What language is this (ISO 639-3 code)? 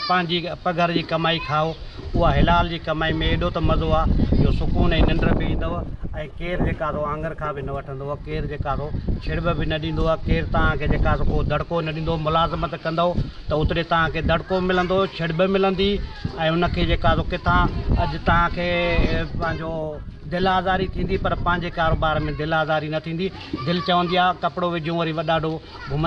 snd